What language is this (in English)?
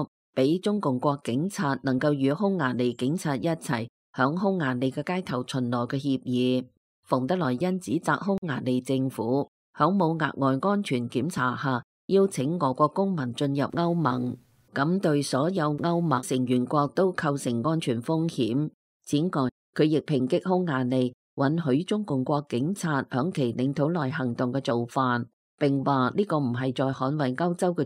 Cantonese